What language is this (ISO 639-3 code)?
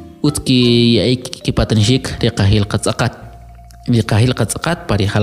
quc